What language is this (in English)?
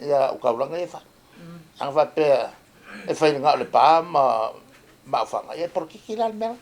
Samoan